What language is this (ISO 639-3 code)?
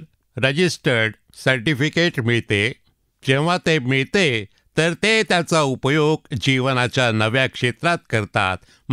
mar